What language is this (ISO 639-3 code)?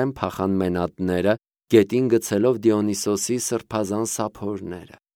hye